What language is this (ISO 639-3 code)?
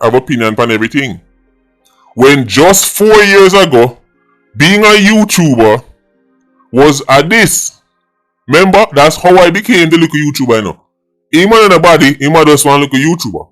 jam